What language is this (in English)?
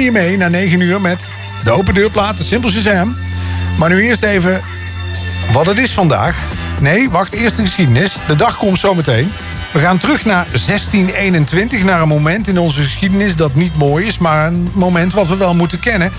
Dutch